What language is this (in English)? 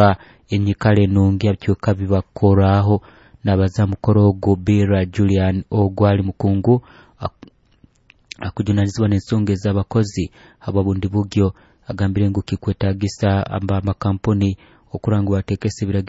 Nyoro